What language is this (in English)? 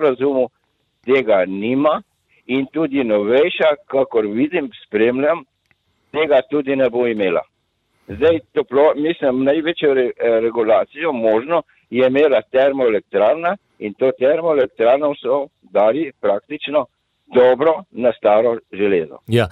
Slovenian